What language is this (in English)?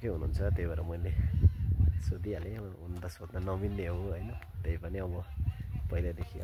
Nepali